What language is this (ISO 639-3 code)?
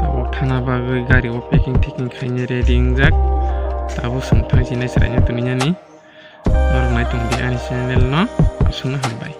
trp